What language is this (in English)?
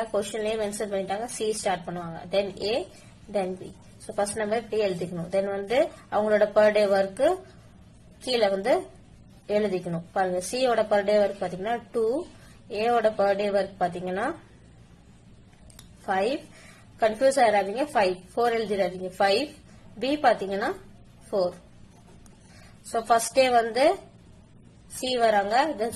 Tamil